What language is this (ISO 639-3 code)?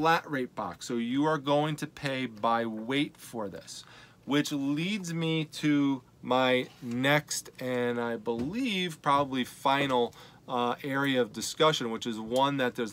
eng